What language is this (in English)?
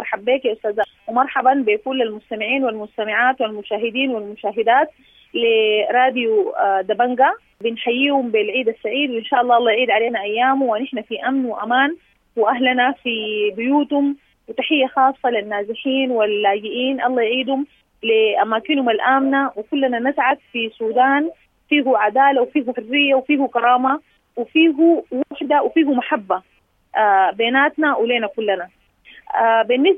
Sudanese Arabic